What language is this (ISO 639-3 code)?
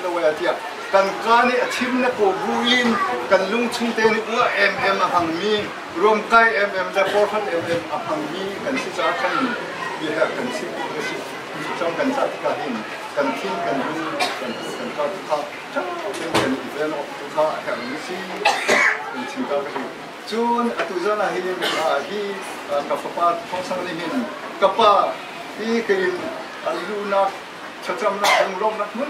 cnh